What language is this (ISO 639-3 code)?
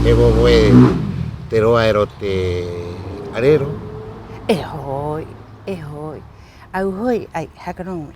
rap